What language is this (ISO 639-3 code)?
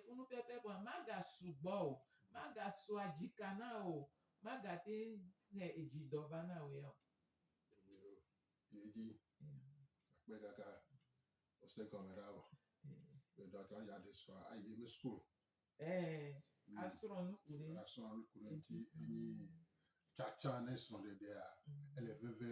gej